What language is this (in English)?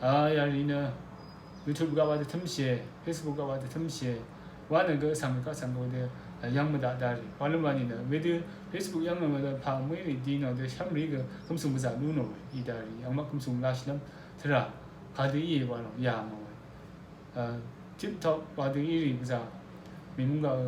Rawang